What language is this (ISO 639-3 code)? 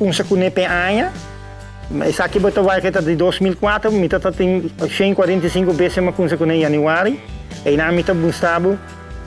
pap